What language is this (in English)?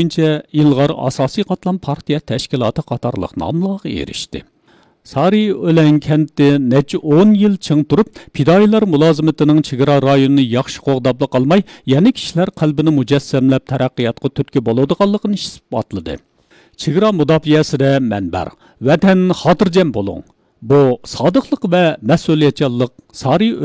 Uyghur